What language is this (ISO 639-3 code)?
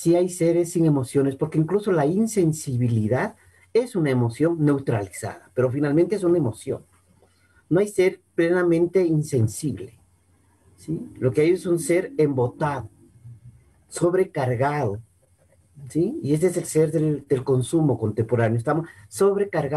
spa